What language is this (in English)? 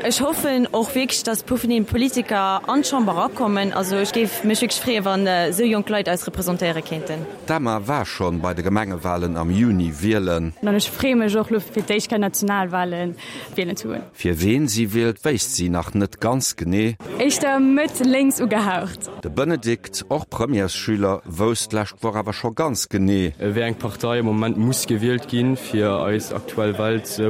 Luxembourgish